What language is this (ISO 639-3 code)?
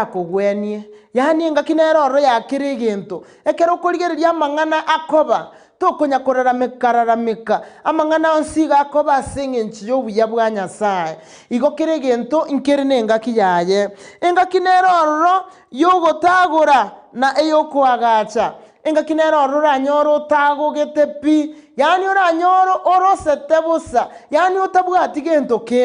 guz